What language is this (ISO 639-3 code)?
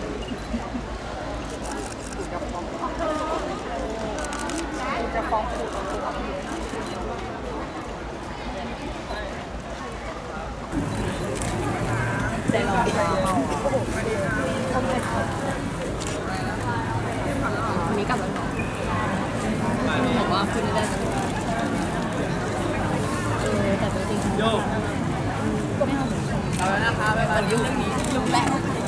tha